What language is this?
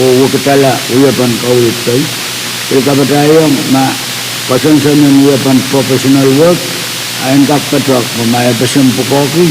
Pohnpeian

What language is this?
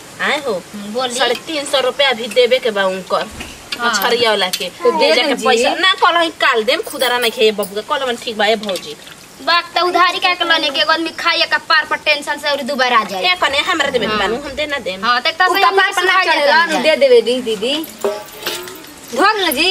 Bhojpuri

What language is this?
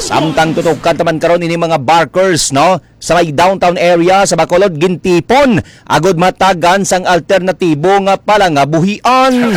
Hiligaynon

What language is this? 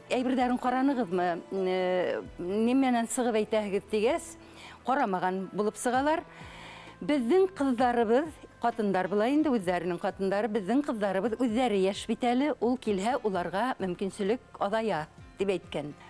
Bashkir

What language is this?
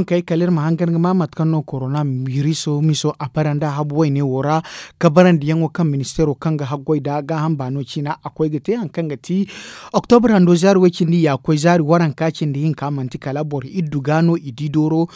Zarma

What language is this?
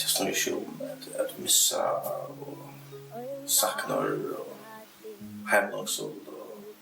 Faroese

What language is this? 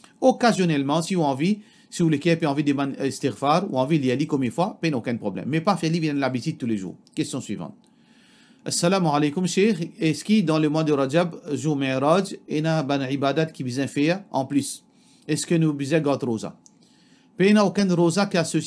Morisyen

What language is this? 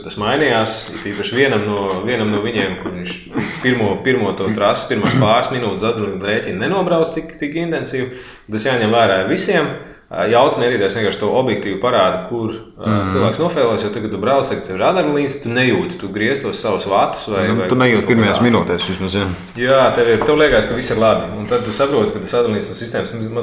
Latvian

